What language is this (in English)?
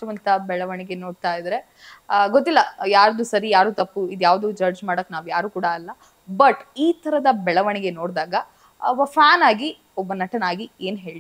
Kannada